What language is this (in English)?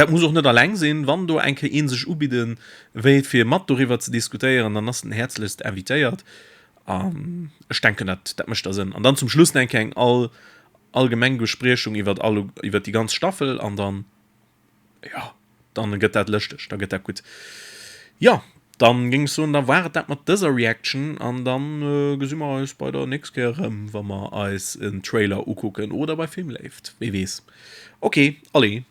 Luxembourgish